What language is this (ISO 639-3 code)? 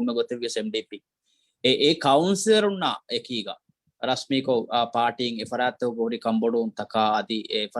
div